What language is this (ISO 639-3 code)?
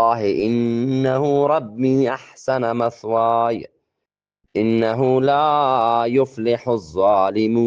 bgp